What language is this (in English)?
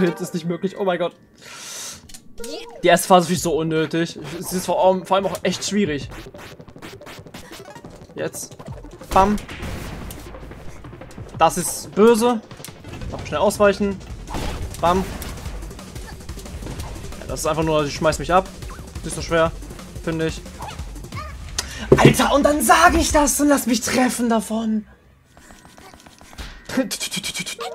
German